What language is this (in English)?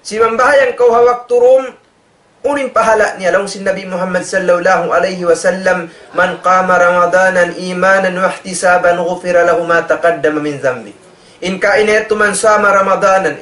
Tausug